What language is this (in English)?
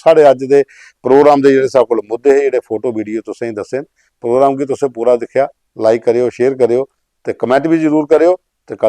Dogri